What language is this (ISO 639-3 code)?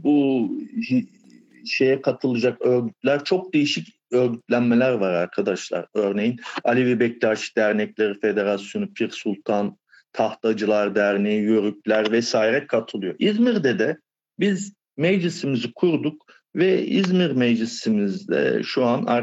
tur